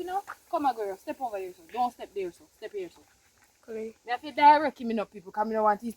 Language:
Jamaican Creole English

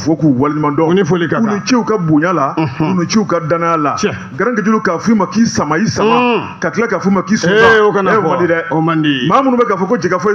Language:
Bambara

